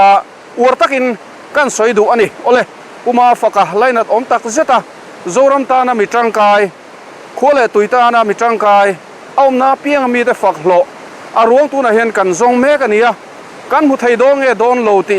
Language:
Mizo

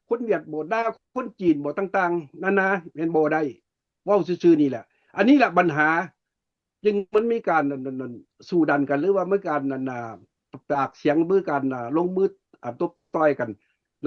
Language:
Lao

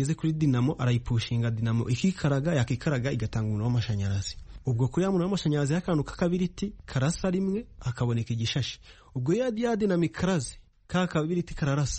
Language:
Kinyarwanda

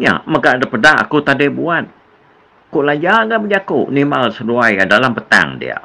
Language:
Iban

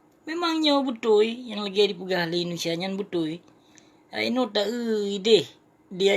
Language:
Achinese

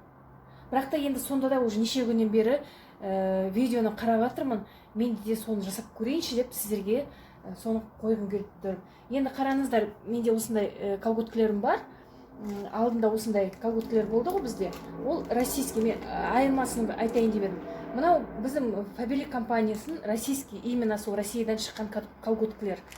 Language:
Kazakh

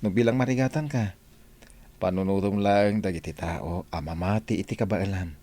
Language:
Iloko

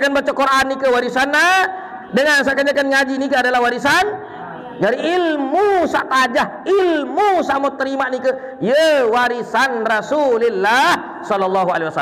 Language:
Sasak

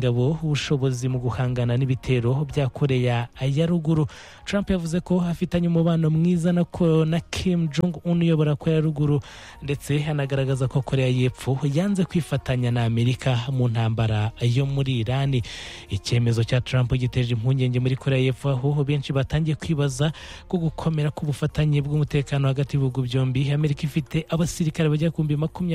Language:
Kinyarwanda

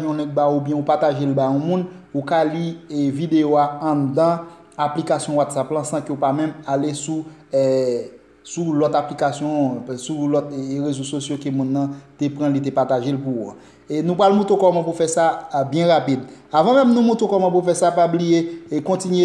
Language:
Haitian Creole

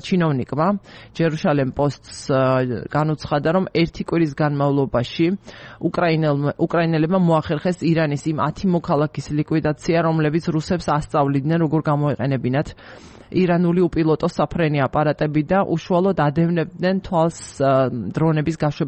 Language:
Georgian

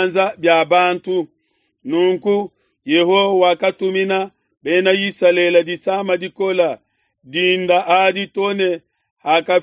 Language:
Luba-Lulua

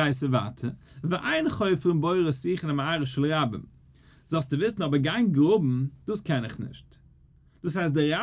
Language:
Yiddish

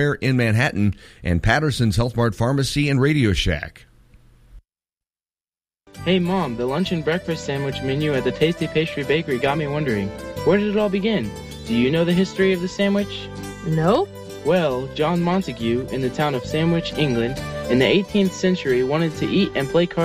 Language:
English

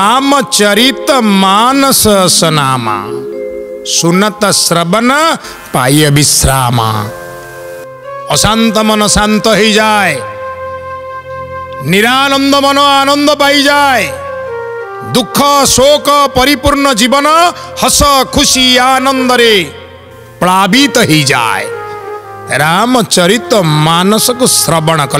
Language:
Odia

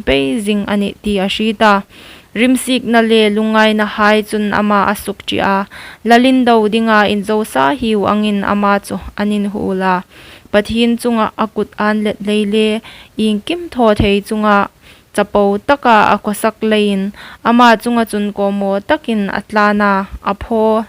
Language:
Hmar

